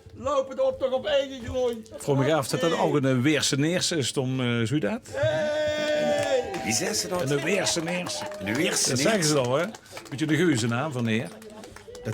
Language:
Limburgish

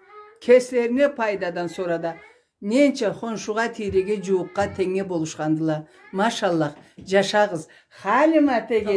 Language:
Karachay-Balkar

